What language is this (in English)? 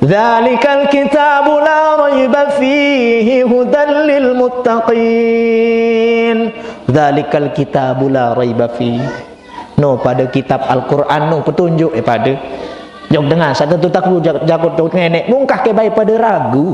Sasak